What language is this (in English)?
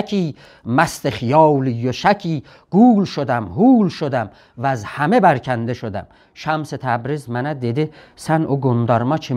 South Azerbaijani